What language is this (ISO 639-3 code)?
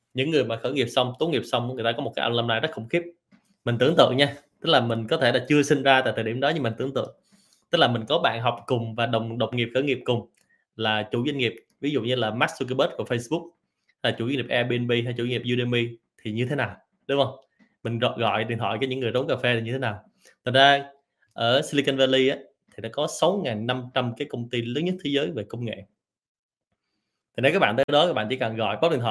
vie